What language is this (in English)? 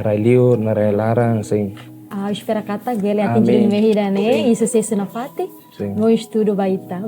Tetum